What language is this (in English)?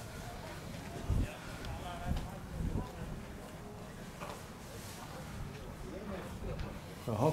Icelandic